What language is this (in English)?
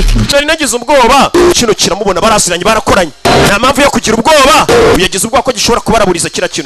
Kinyarwanda